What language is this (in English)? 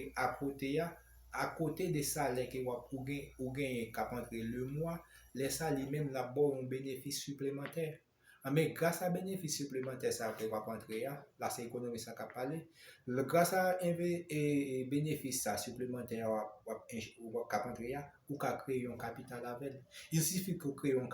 Haitian Creole